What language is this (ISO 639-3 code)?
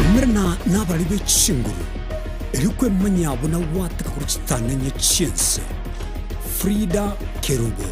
guz